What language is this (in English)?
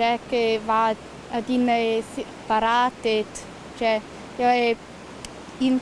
Romansh